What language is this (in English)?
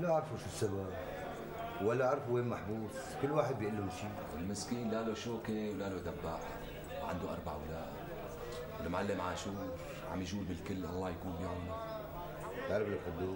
North Levantine Arabic